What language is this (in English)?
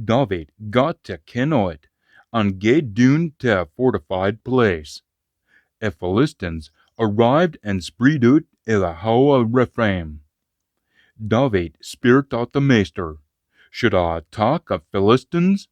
Scots